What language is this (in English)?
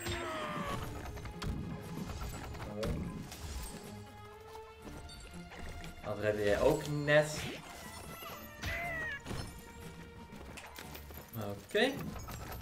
Dutch